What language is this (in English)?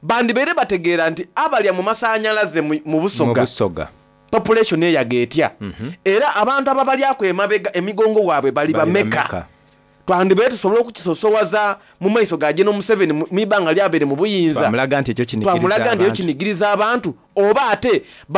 Soga